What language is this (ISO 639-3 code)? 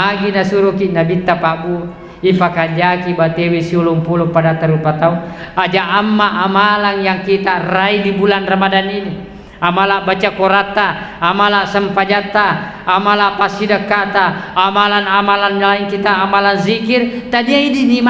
bug